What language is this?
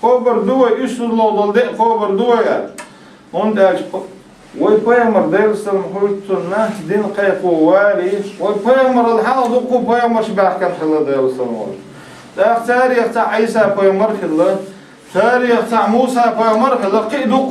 Chechen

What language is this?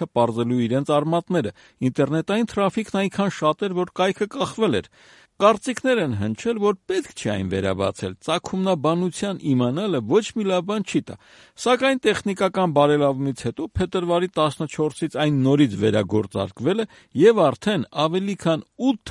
Armenian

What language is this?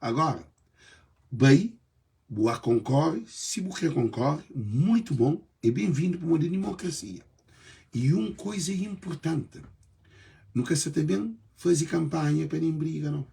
Kabuverdianu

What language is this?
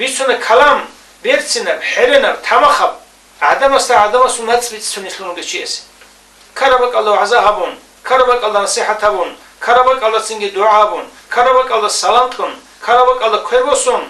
Avaric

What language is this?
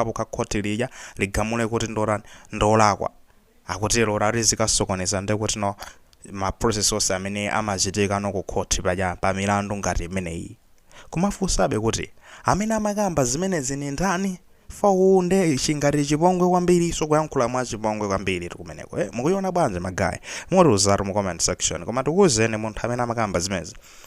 Nyanja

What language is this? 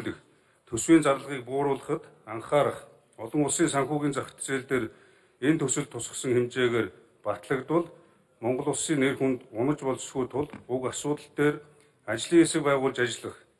Mongolian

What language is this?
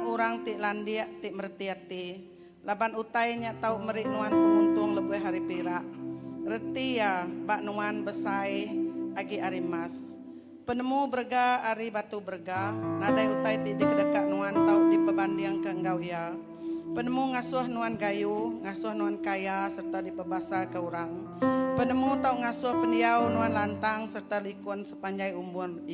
Iban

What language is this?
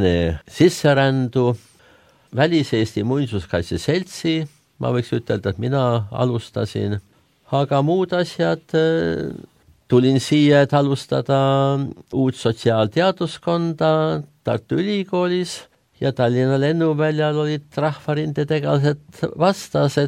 Estonian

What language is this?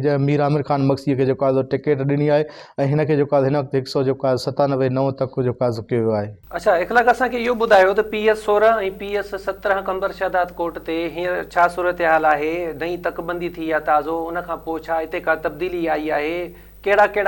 Sindhi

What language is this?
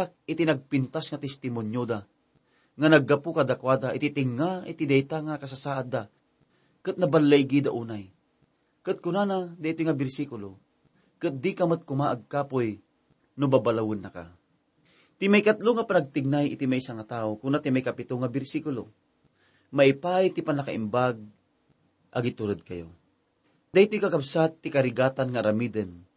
Iloko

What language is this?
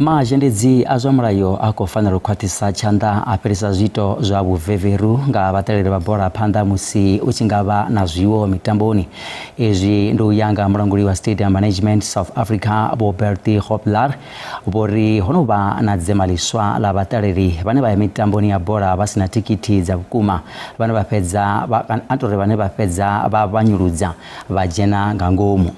Venda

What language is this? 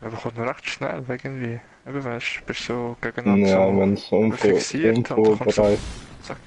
Swiss German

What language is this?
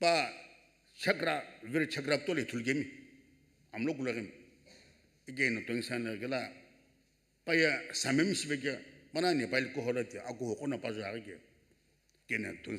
Sumi Naga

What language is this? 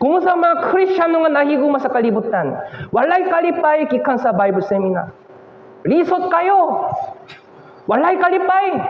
Cebuano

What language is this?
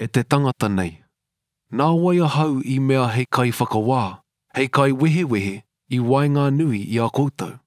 Māori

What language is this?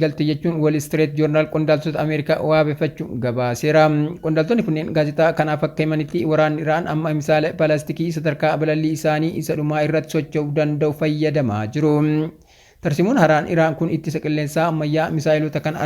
Oromo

